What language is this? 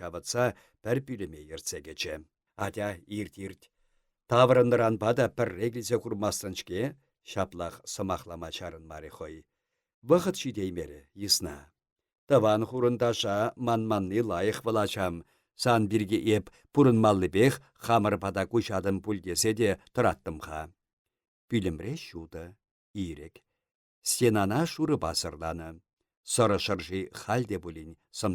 Chuvash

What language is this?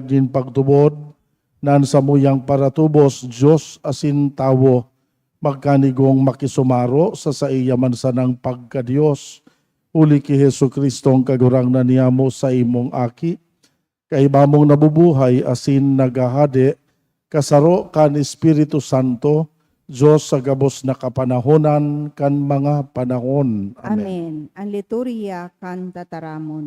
Bikol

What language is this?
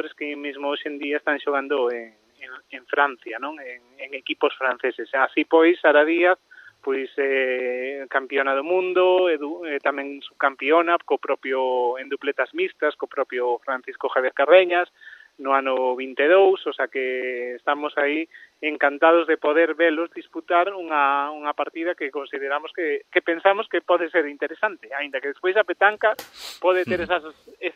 Galician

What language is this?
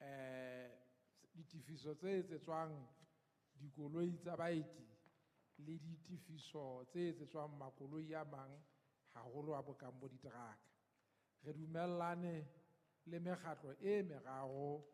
Southern Sotho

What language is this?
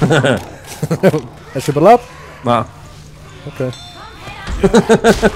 Swiss German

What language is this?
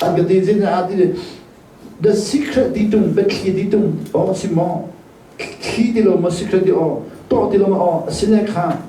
Hakha Chin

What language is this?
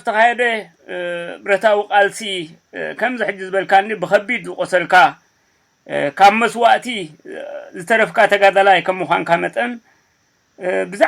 Tigrinya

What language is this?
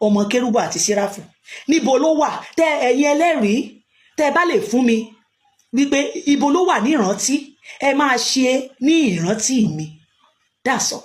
Yoruba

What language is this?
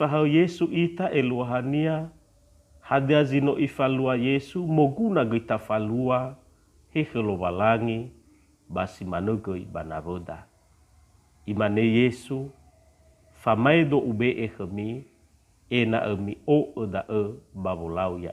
Nias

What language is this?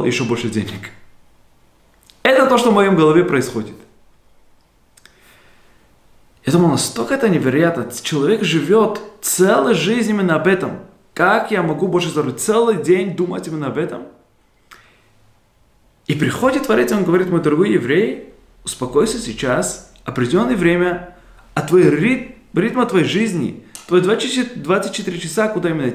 Russian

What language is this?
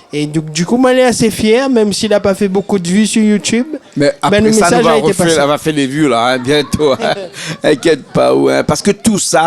Réunion Creole French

